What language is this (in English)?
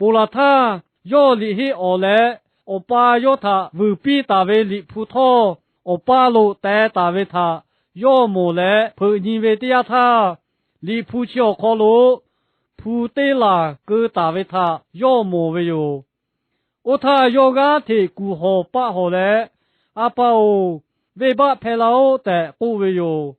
Lahu